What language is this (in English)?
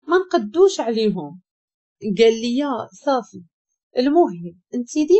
Moroccan Arabic